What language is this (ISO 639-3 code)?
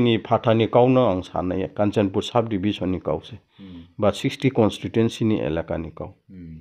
ria